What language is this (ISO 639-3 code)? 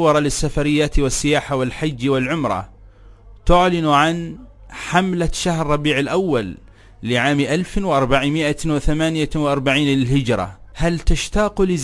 ara